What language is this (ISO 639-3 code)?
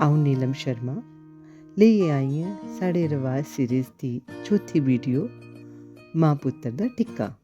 doi